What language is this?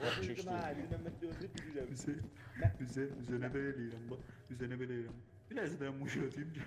South Azerbaijani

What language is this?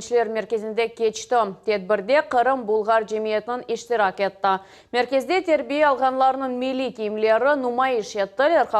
Crimean Tatar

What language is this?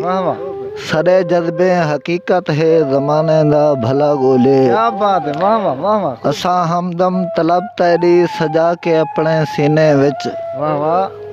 Saraiki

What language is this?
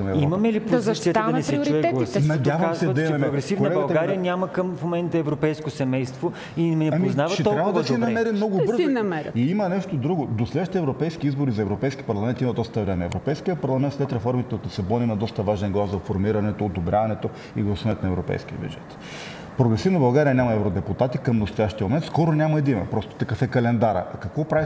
Bulgarian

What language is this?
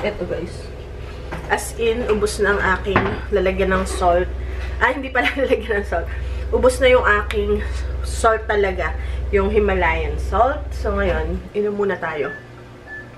Filipino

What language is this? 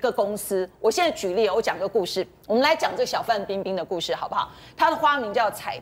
Chinese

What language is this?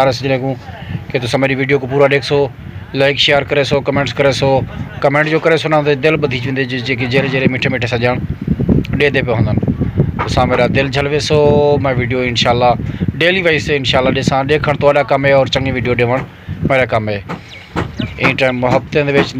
Saraiki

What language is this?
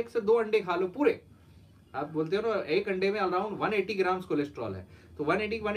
Hindi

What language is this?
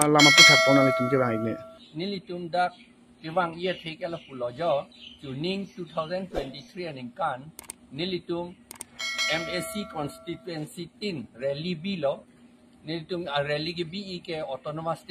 Karbi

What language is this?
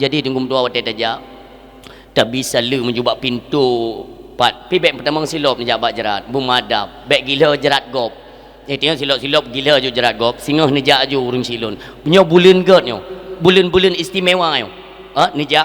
Achinese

